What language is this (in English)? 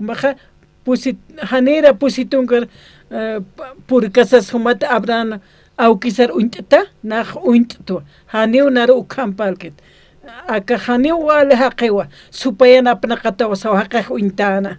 Aymara